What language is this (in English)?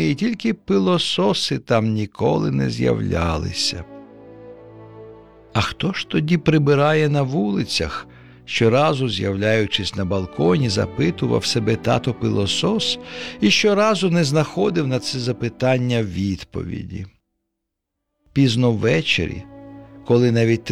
Ukrainian